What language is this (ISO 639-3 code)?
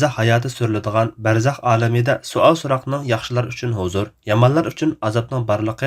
uig